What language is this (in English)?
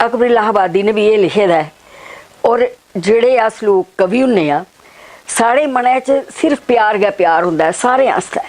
Dogri